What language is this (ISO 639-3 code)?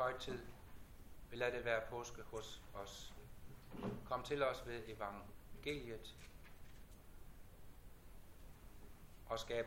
dan